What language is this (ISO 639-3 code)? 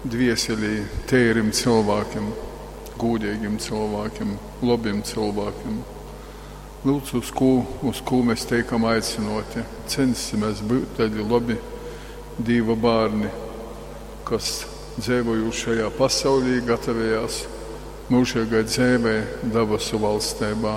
ltg